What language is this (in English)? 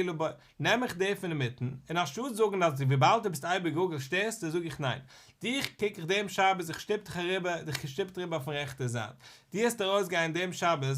Yiddish